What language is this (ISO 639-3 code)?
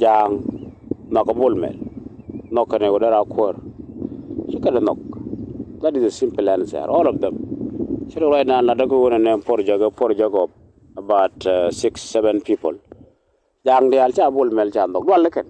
nus